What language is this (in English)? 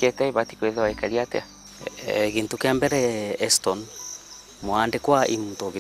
Meru